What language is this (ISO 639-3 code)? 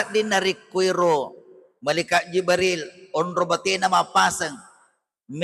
bug